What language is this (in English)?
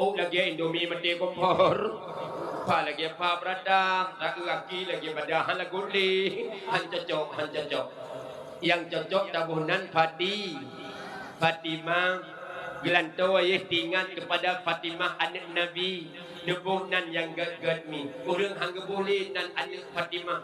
Achinese